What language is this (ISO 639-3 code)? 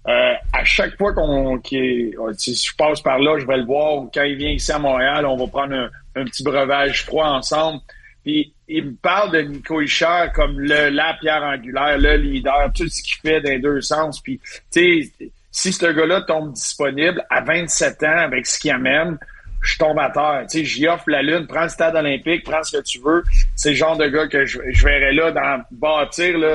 fra